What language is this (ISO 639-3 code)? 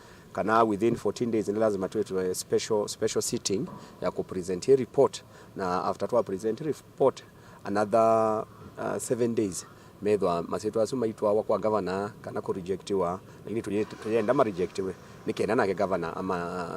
kam